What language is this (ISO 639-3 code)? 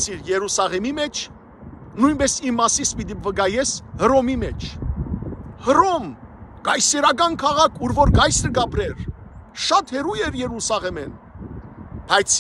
hyw